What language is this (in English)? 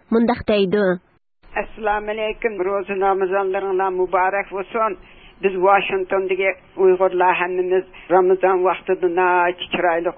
Uyghur